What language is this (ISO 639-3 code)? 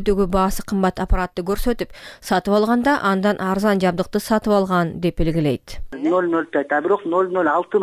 kir